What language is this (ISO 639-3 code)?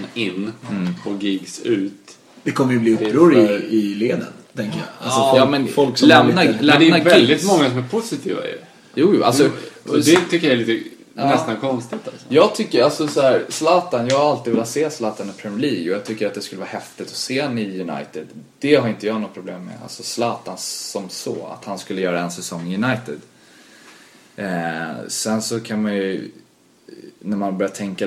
swe